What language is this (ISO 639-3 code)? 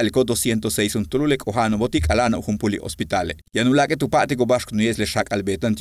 yua